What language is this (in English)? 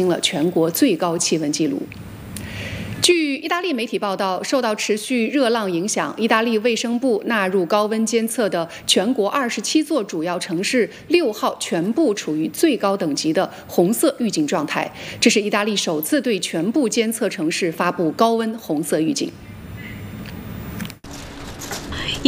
Chinese